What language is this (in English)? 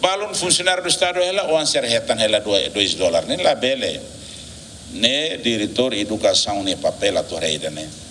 Tetum